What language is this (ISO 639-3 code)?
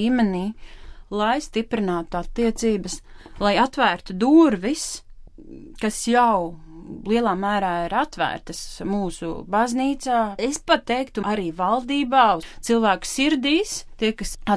lav